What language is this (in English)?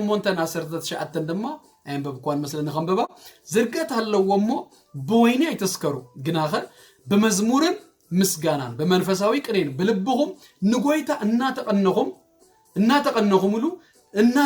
Tigrinya